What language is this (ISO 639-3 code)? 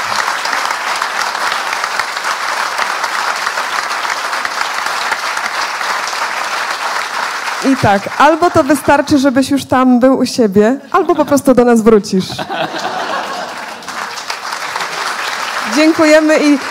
pol